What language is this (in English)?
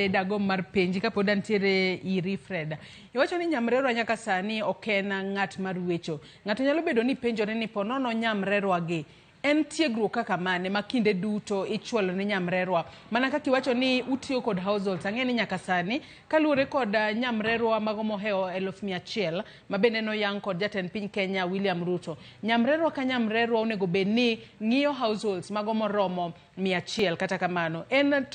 Luo (Kenya and Tanzania)